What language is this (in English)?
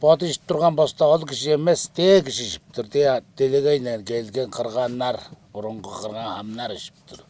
Tuvinian